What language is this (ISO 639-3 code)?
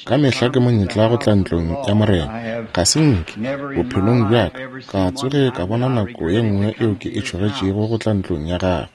nso